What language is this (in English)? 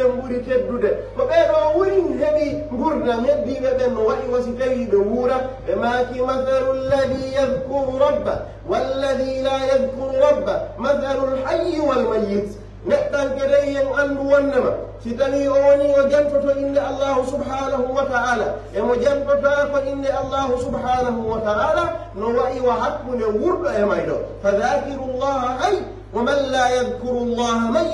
Pular